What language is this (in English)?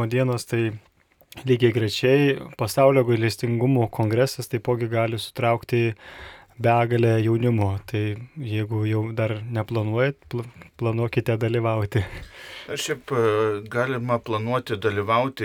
Lithuanian